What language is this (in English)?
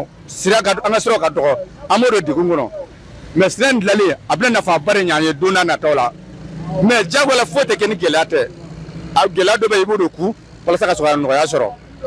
Bambara